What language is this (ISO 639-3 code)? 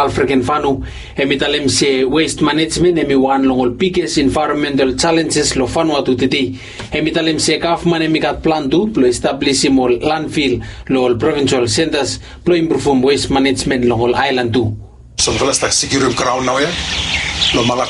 bis